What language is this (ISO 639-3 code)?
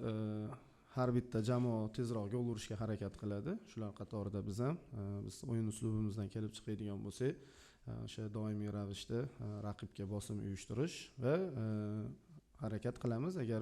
uzb